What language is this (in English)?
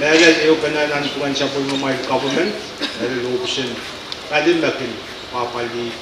Pohnpeian